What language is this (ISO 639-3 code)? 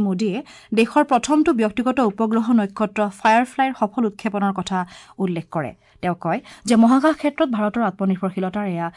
asm